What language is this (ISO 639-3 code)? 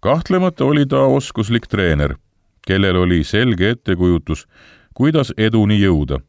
est